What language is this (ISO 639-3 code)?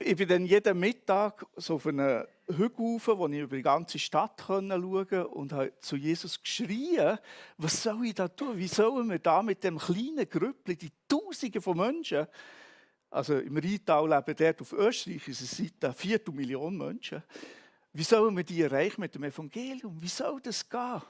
gsw